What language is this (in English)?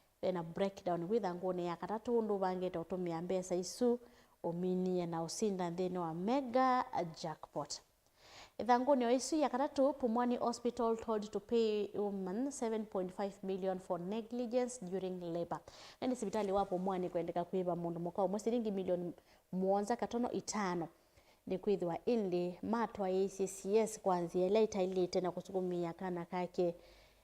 Kamba